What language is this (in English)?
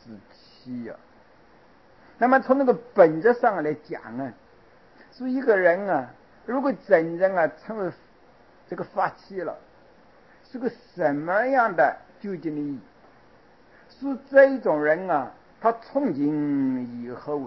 Chinese